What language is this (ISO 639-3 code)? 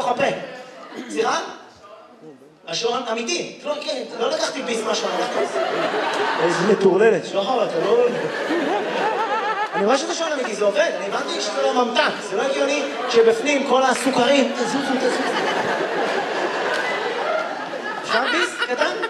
heb